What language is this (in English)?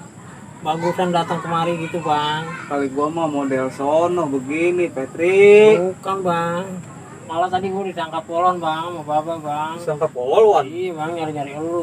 Betawi